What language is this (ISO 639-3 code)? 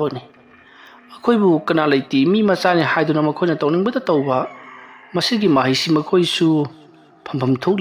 mni